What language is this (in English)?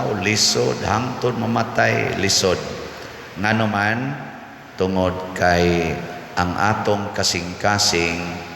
Cebuano